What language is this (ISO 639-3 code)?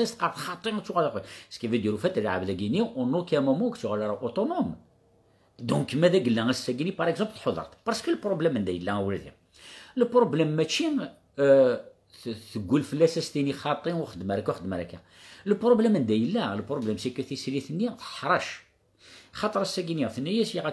kab